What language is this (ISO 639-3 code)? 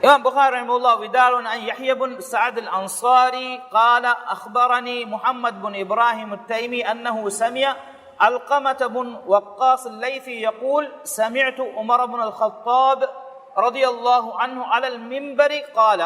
div